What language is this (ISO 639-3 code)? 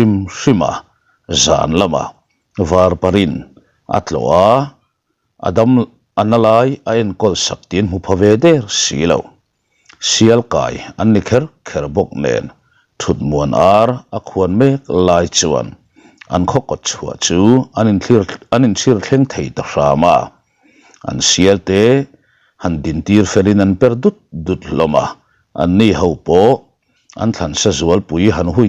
lus